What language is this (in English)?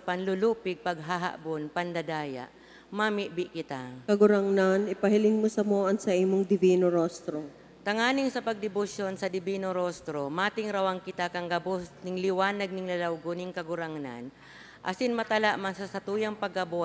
Bikol